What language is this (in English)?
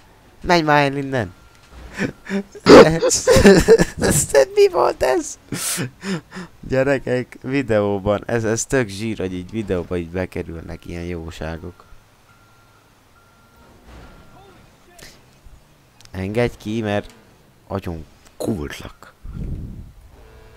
Hungarian